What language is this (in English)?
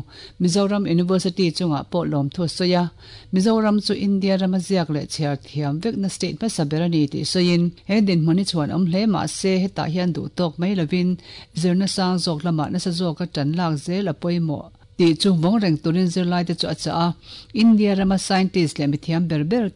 Mizo